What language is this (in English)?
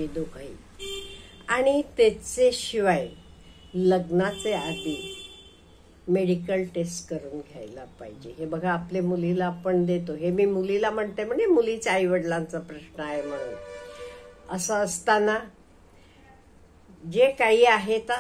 Marathi